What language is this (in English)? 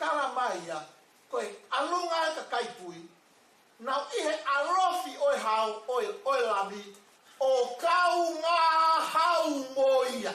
Tongan